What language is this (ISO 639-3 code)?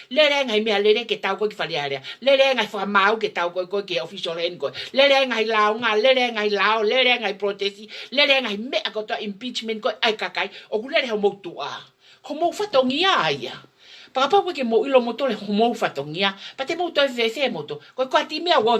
ton